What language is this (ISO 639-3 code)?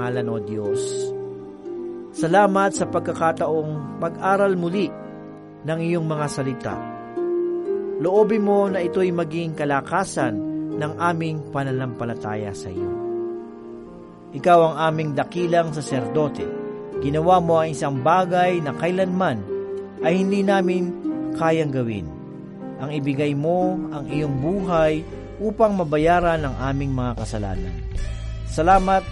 fil